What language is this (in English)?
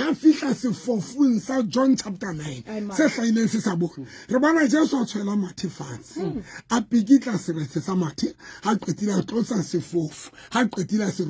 Southern Sotho